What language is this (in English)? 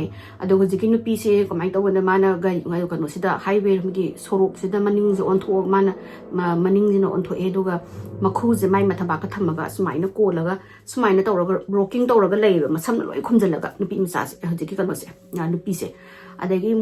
Manipuri